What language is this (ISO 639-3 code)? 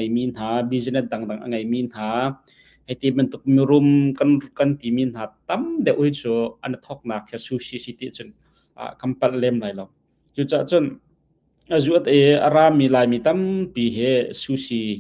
cnh